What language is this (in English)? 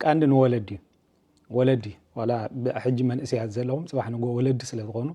Tigrinya